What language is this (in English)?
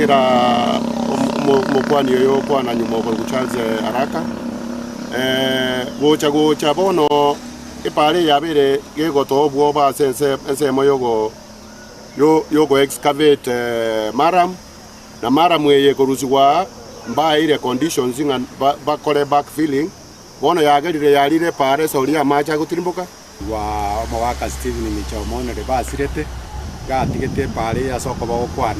Gusii